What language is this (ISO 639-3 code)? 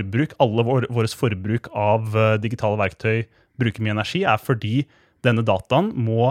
nor